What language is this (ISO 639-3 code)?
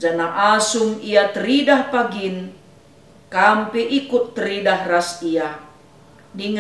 btx